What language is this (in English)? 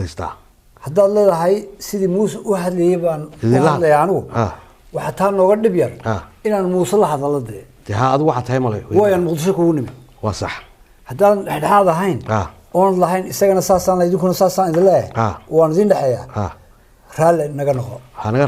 Somali